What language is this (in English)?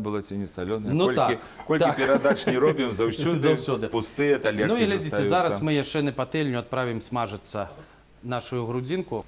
Belarusian